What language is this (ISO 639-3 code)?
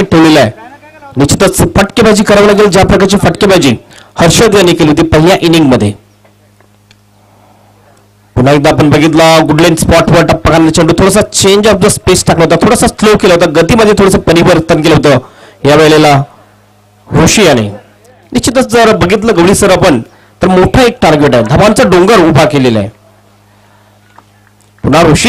mar